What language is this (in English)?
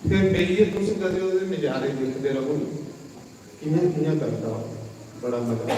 Dogri